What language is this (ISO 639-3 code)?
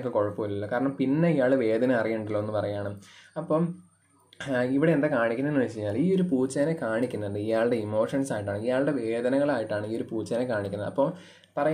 mal